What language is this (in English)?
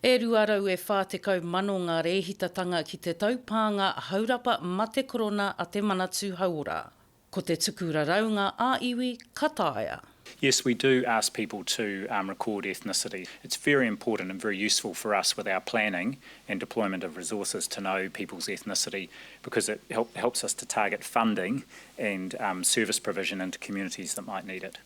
Māori